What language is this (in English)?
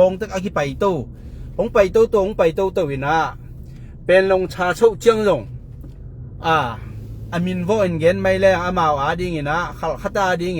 Tedim Chin